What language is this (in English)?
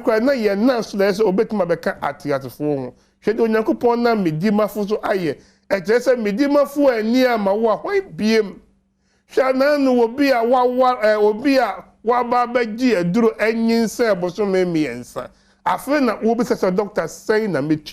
Akan